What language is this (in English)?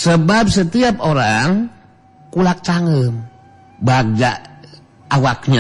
Sundanese